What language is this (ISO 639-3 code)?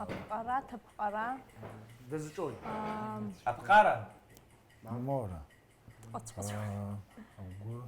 abk